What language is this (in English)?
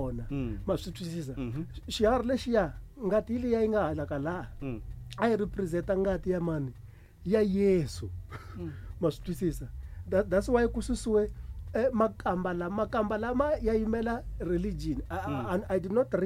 Tsonga